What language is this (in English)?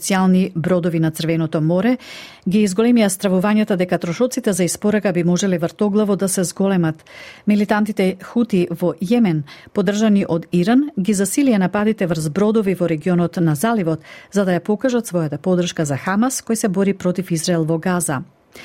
Macedonian